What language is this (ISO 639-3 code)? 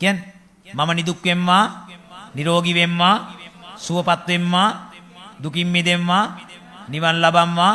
sin